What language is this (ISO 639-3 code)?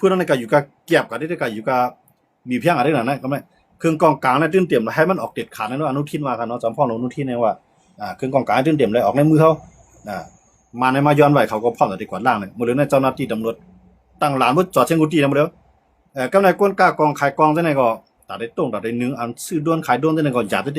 shn